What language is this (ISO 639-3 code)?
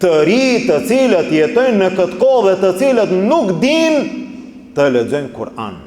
sqi